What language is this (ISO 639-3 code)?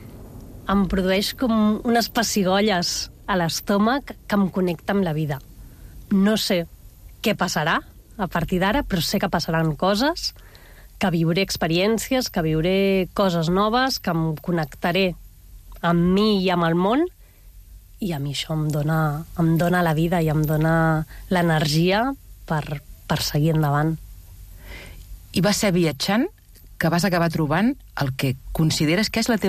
cat